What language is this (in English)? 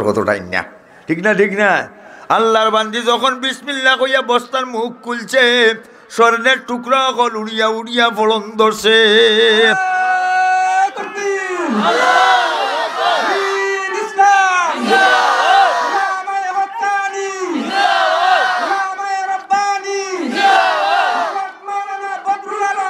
Sylheti